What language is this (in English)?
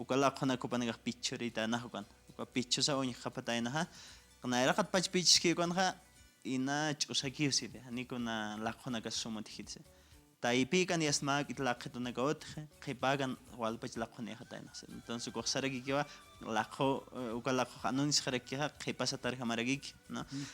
Aymara